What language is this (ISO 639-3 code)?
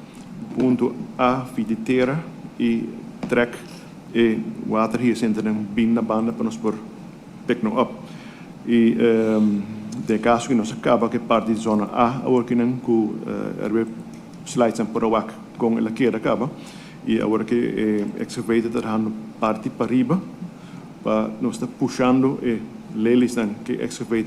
pap